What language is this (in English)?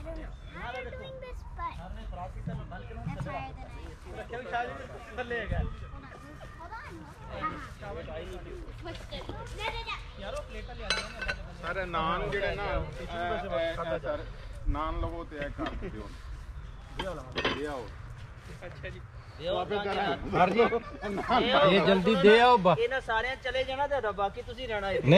Punjabi